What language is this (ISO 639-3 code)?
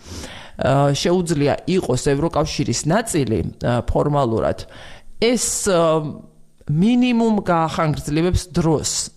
kat